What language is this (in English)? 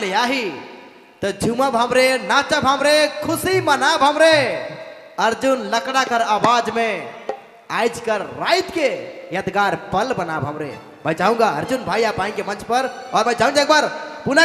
Sadri